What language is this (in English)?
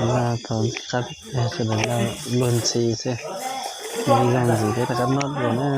Hmong